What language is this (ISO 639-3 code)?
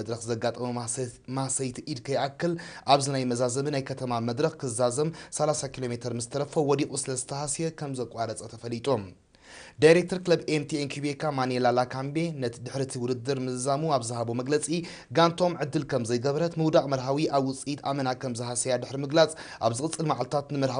tir